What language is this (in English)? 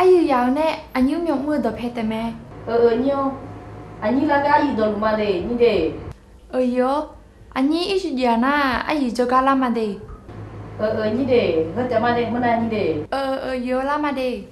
Akha